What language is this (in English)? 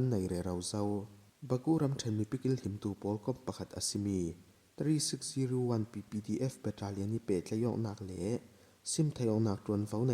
Falam Chin